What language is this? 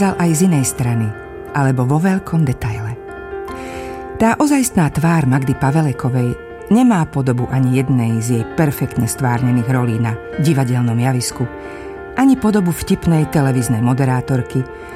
Slovak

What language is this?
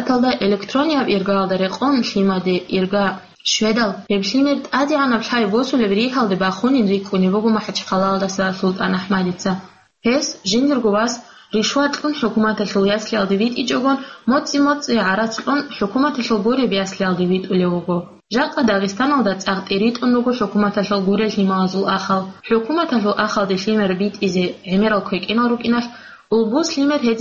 Avaric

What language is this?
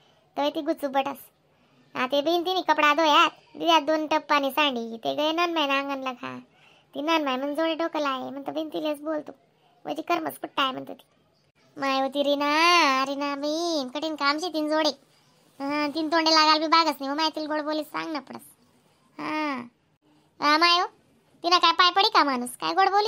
Khandesi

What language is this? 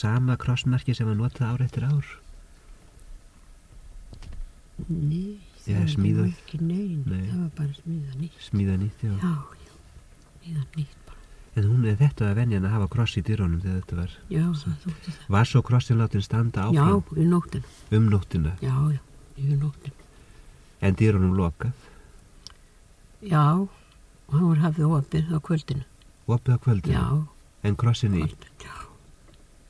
Icelandic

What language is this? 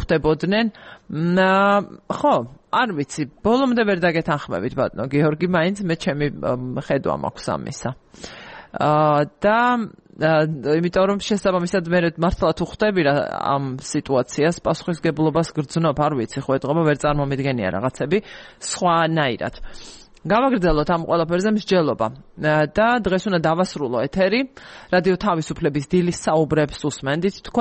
Georgian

